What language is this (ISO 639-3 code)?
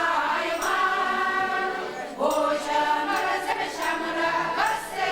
chv